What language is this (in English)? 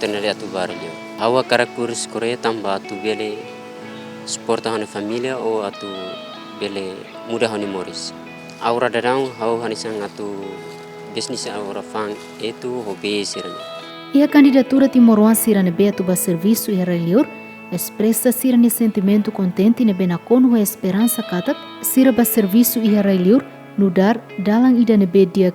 Tetum